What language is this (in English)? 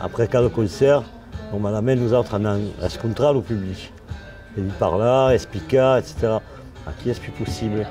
Occitan